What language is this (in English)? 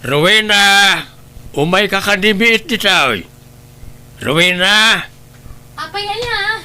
Iloko